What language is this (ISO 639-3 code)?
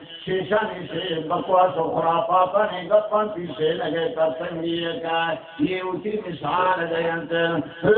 bal